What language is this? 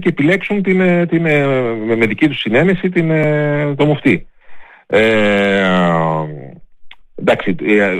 Greek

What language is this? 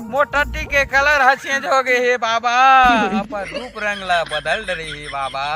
Chhattisgarhi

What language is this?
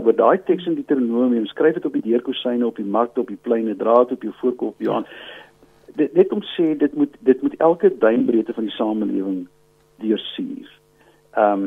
Afrikaans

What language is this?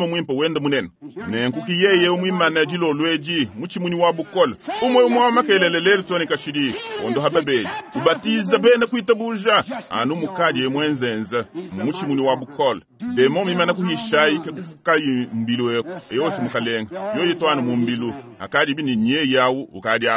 Luba-Lulua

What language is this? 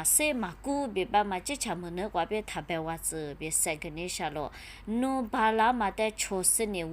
Lisu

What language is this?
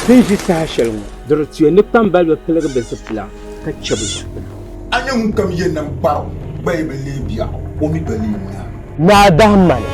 Dagbani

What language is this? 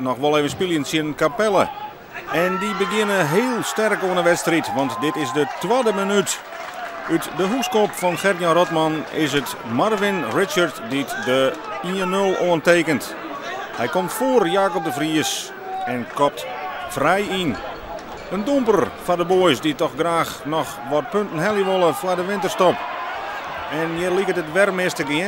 Western Frisian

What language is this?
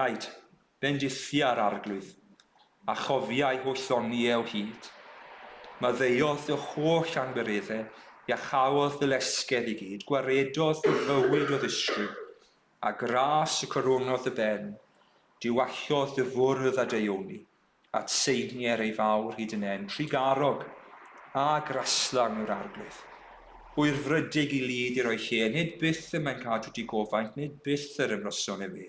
Welsh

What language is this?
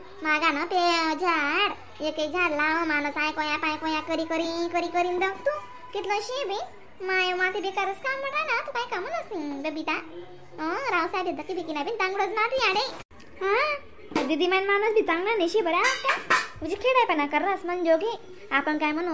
Khandesi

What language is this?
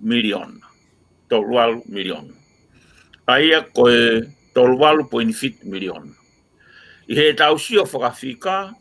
Tongan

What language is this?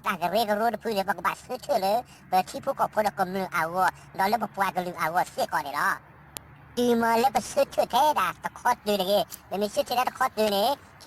S'gaw Karen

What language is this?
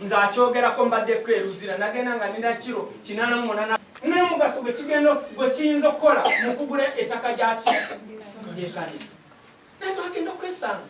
Ganda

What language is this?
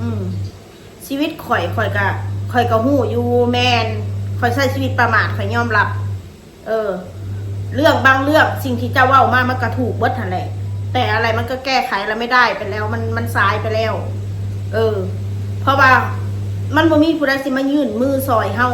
Northeastern Thai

